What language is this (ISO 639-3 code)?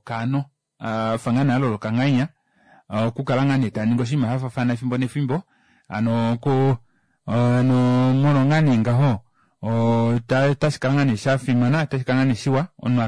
kua